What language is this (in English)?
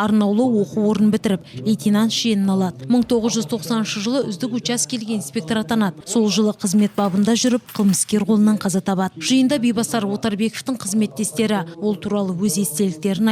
Kazakh